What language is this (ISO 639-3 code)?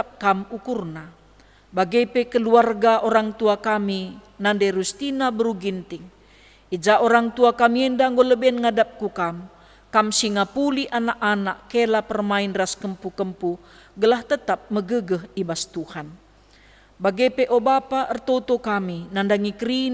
btx